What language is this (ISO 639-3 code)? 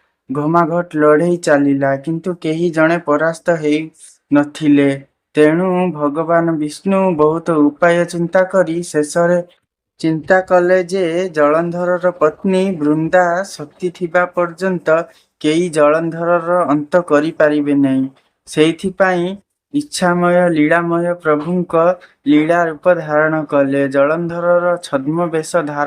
ori